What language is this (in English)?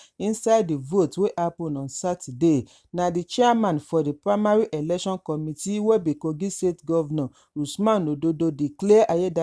Nigerian Pidgin